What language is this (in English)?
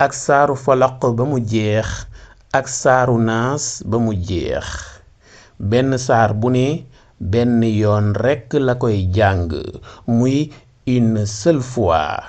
Wolof